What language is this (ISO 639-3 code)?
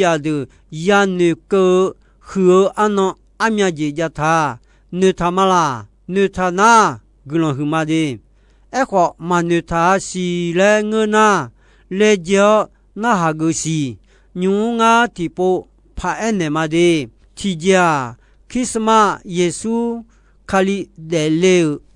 ahk